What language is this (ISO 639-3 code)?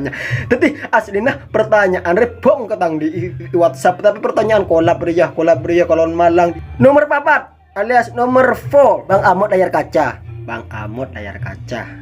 mad